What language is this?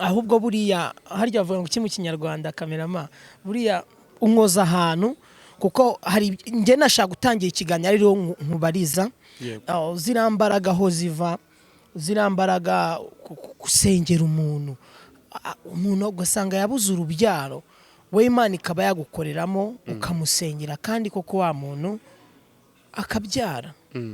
Kinyarwanda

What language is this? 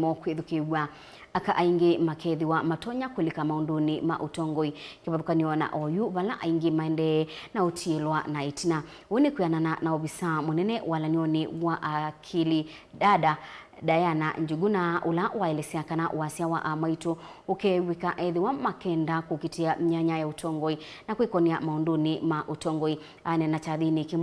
Kamba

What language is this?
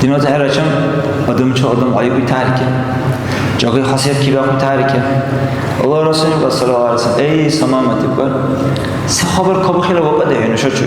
Dargwa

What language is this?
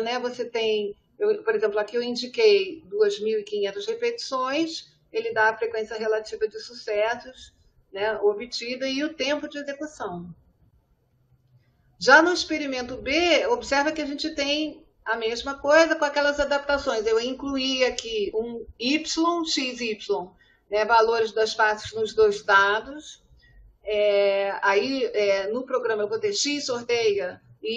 Portuguese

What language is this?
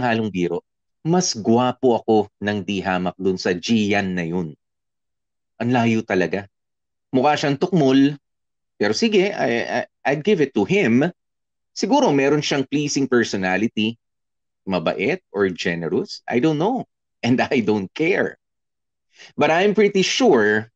Filipino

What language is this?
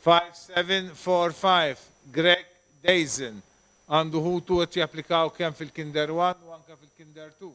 Maltese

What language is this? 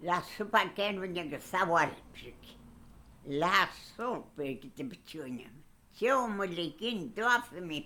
Mapuche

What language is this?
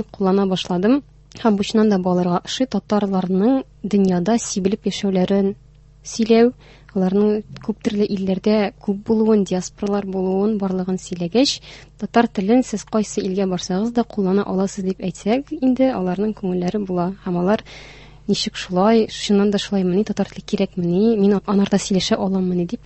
Tatar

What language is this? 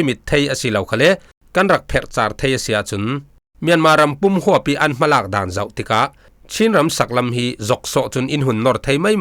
Falam Chin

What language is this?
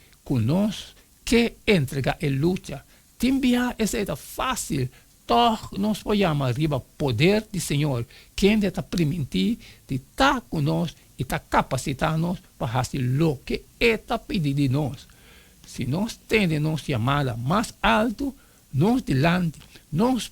Papiamento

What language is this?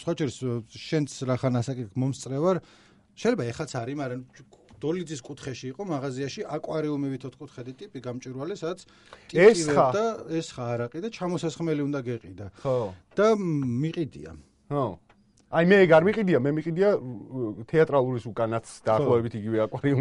Georgian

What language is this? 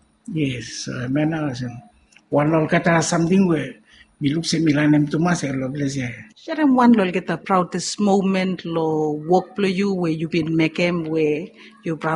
Bislama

